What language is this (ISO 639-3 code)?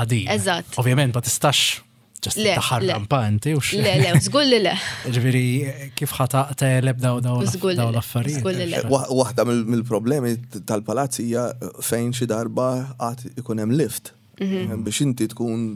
mlt